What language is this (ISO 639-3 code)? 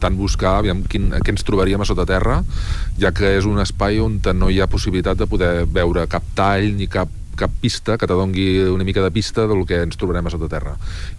cat